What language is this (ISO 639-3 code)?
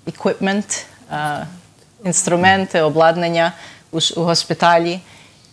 ukr